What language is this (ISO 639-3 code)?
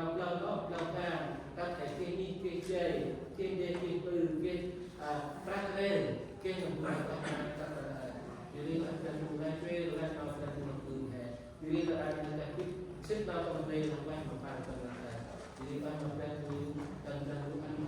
cmo